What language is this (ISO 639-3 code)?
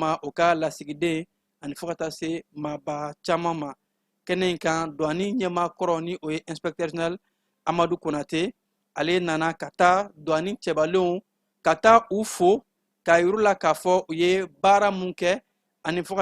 bam